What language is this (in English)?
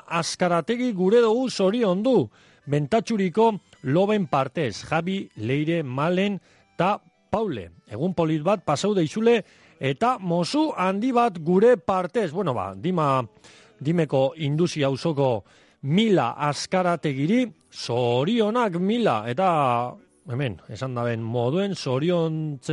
Basque